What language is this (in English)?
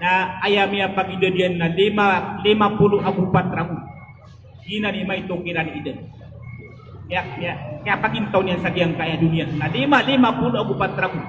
Maranao